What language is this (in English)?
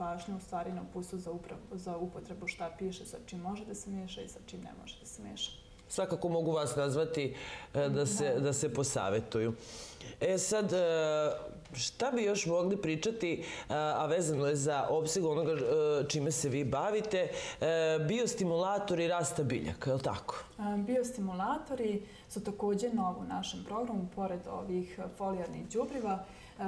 Serbian